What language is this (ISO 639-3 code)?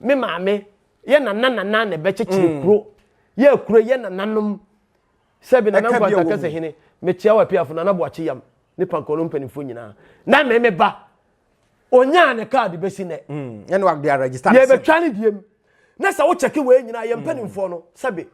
aka